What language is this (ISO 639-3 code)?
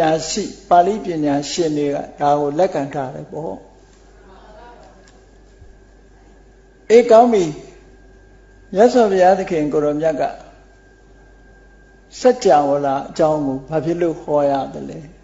mya